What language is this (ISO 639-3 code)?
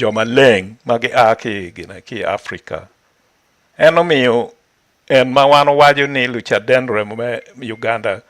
ach